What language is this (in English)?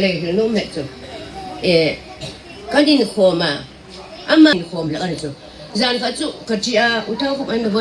Hmar